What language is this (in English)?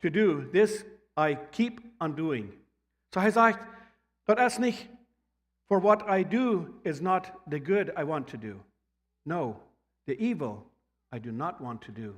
Plautdietsch